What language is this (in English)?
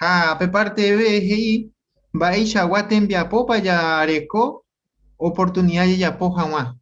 Guarani